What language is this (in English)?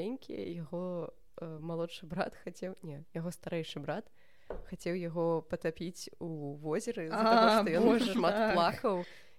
Belarusian